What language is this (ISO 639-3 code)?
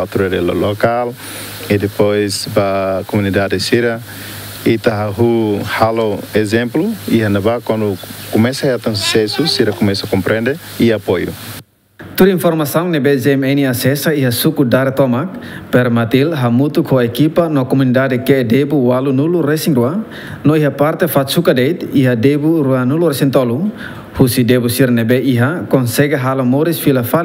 tet